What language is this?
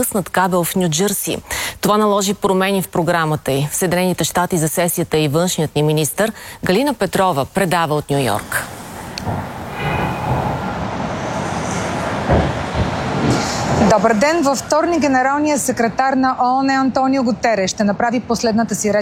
Bulgarian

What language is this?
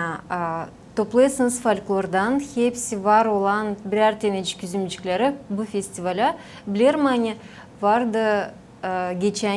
Gagauz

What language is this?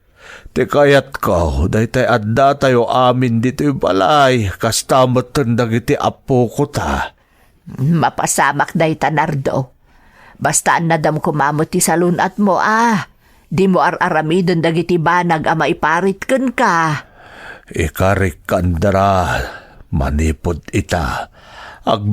Iloko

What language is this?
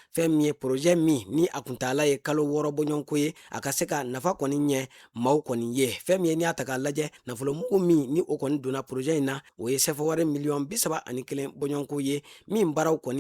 Bambara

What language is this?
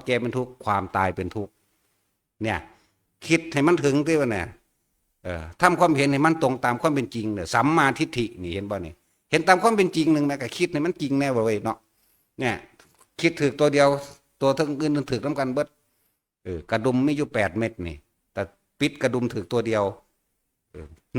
Northeastern Thai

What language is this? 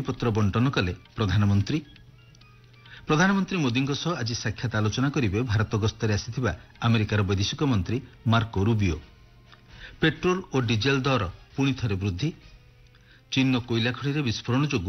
Odia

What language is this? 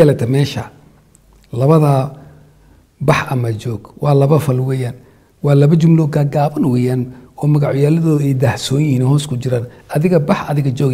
Somali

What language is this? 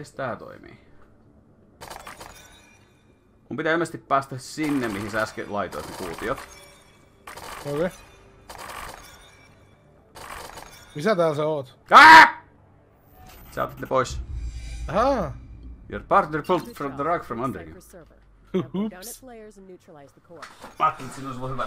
Finnish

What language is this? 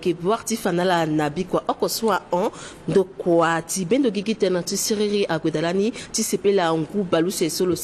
Sango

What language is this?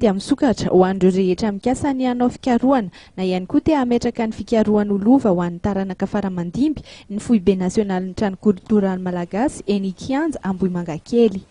Malagasy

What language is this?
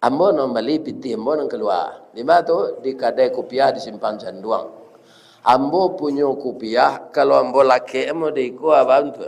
Minangkabau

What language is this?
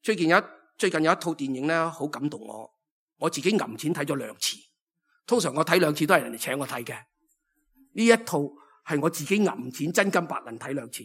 Cantonese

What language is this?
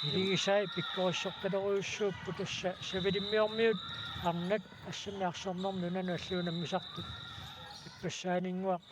Kalaallisut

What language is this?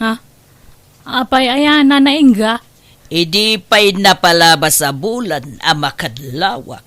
Iloko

